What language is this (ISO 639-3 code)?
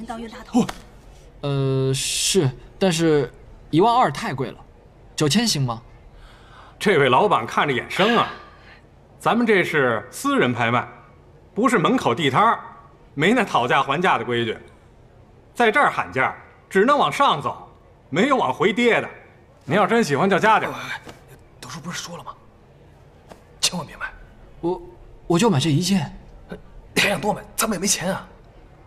zho